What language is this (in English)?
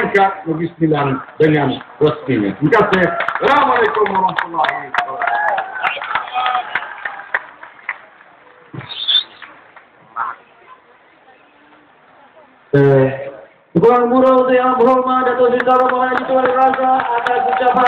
Malay